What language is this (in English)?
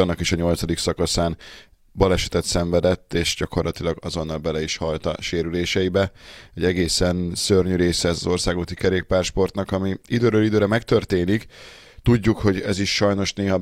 Hungarian